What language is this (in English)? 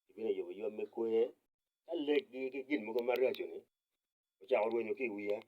Acoli